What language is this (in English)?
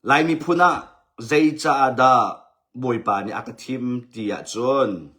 Hakha Chin